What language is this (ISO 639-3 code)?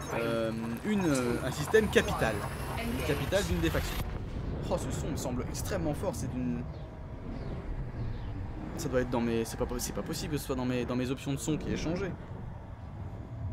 fra